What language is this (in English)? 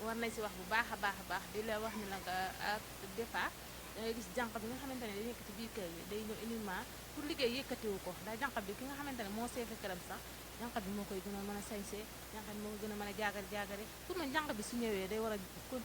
Wolof